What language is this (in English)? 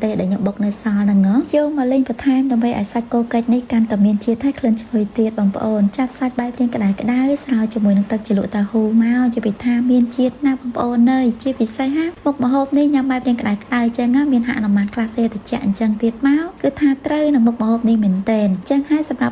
Khmer